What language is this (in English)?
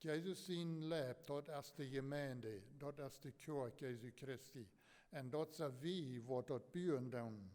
Plautdietsch